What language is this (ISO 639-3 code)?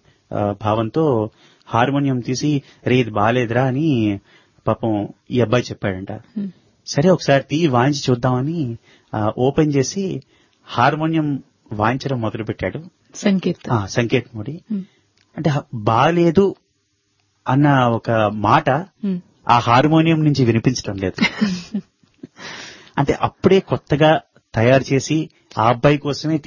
tel